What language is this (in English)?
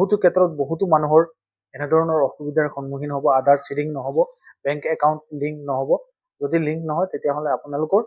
Assamese